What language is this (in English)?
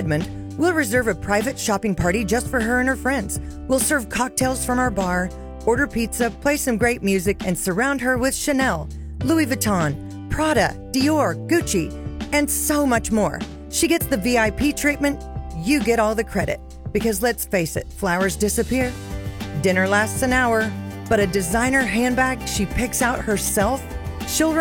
English